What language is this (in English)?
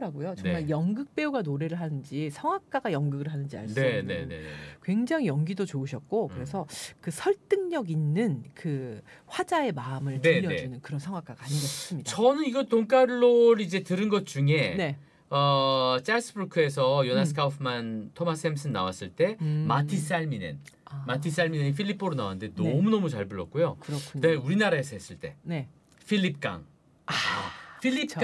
Korean